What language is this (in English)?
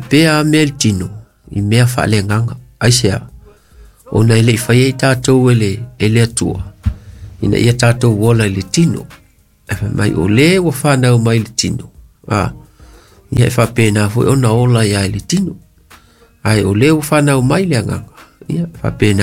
Samoan